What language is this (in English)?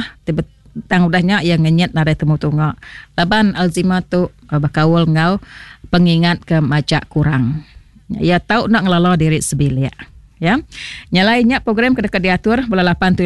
Iban